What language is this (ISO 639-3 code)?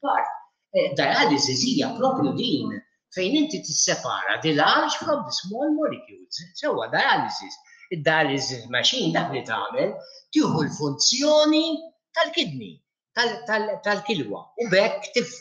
mlt